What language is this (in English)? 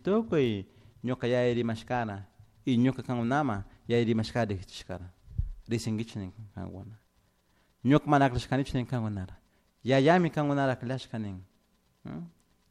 Chimborazo Highland Quichua